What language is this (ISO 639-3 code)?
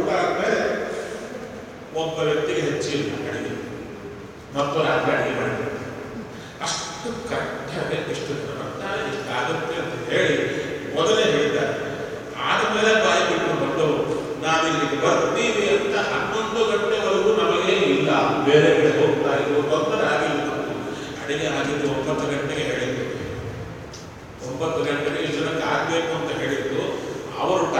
kan